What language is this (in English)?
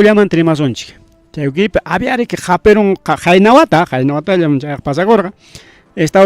Ayacucho Quechua